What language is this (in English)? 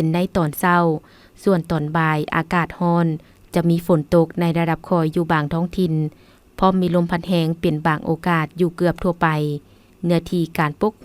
Lao